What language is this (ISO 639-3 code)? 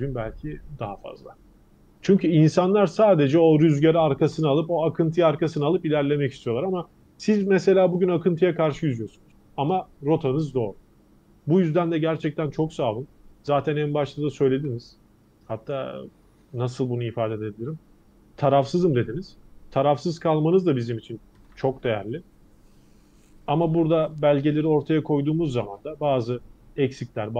tur